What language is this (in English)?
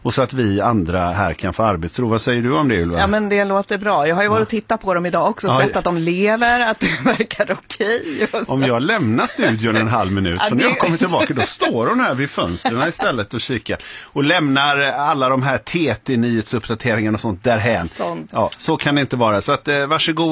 Swedish